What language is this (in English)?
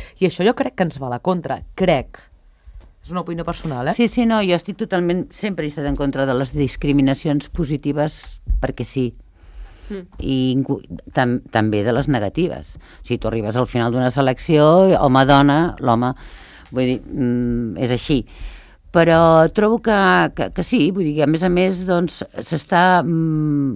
Catalan